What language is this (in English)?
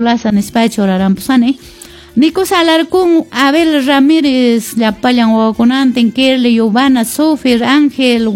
Quechua